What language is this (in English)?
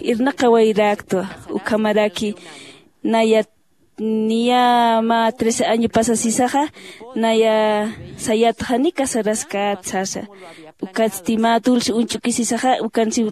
Aymara